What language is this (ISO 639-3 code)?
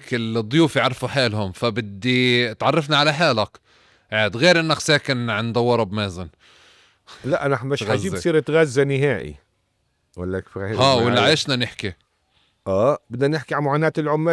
apc